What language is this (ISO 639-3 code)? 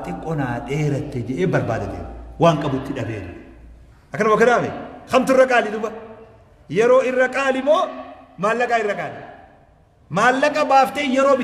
orm